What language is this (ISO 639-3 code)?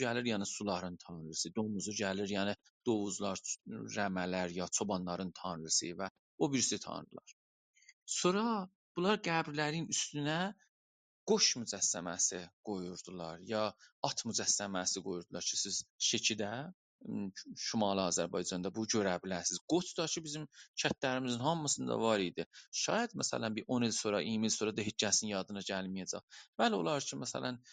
azb